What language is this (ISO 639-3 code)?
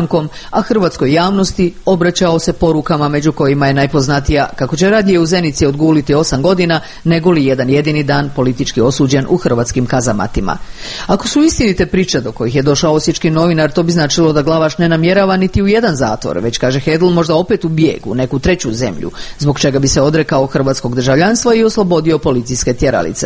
hrv